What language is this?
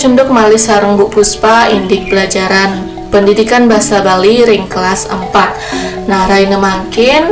Balinese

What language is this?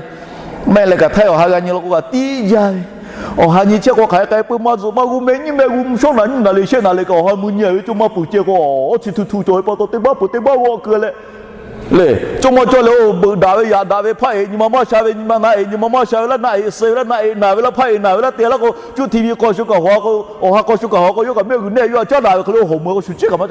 Lahu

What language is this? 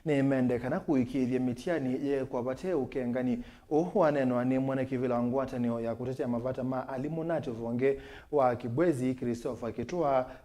Kamba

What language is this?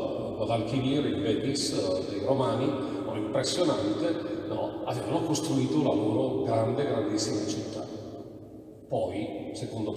Italian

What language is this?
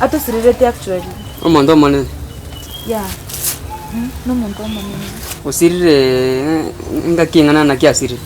Gusii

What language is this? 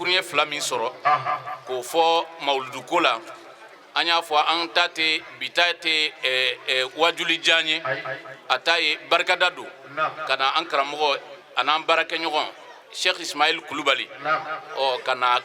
Bambara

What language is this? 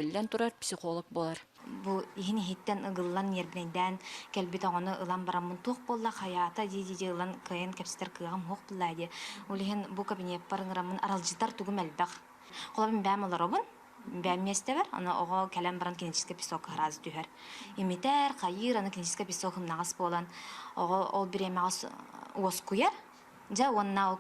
Yakut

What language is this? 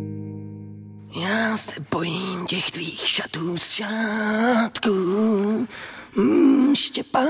Czech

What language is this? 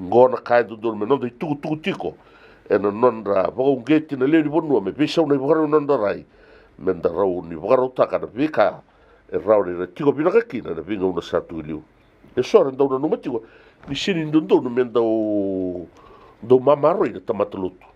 Fijian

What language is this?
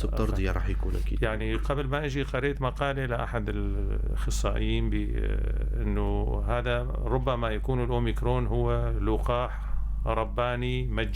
North Levantine Arabic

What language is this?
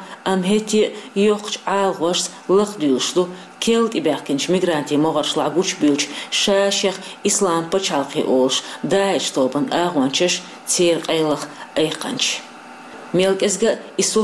Chechen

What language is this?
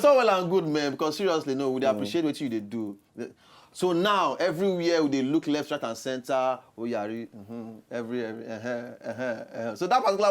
Nigerian Pidgin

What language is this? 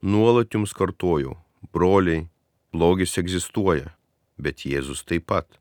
Lithuanian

